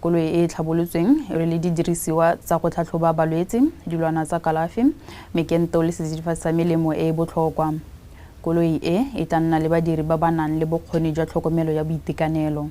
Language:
Tswana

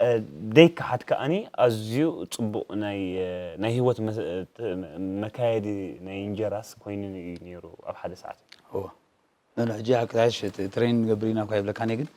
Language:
Tigrinya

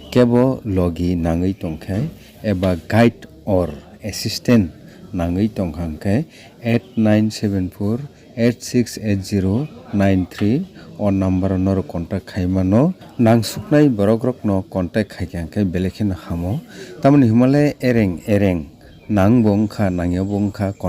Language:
Kok Borok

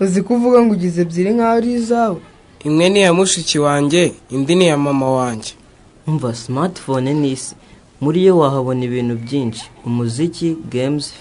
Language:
Kinyarwanda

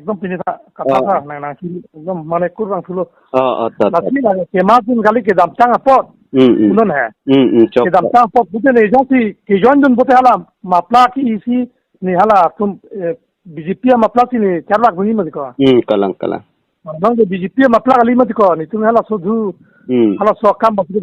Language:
Karbi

